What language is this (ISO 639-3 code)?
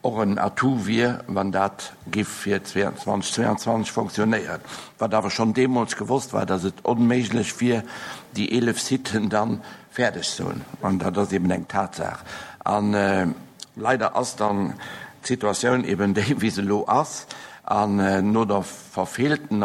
ltz